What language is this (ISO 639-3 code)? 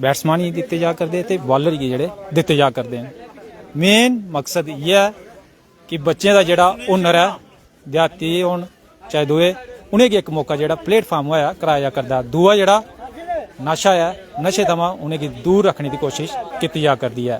doi